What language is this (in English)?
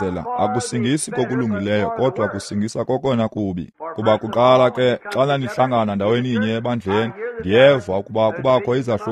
Xhosa